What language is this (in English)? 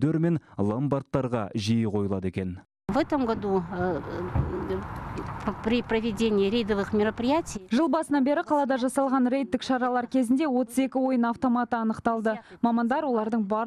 Kazakh